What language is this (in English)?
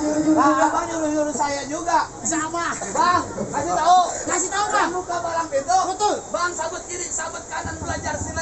Betawi